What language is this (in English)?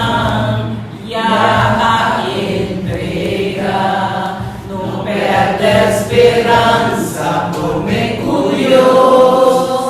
Papiamento